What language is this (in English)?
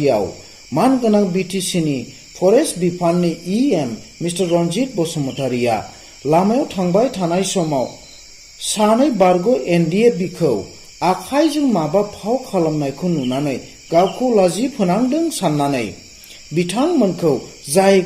Bodo